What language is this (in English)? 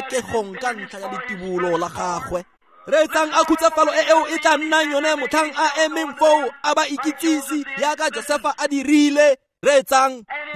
Tswana